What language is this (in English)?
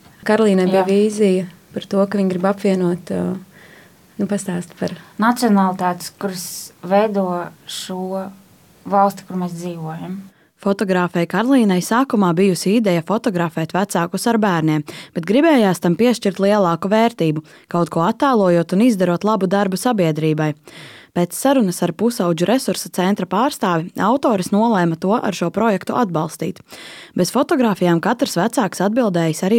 Latvian